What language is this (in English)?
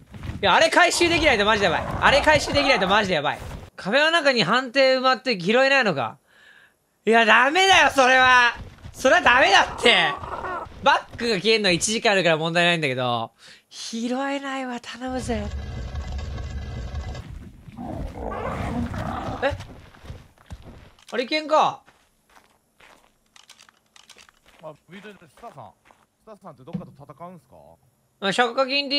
Japanese